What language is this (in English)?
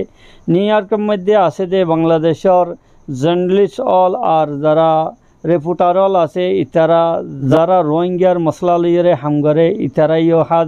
Rohingya